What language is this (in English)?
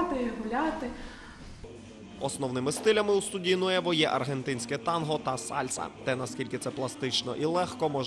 Ukrainian